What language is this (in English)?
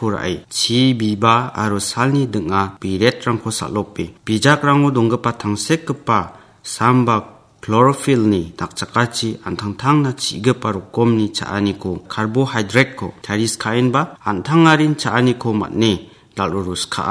Garo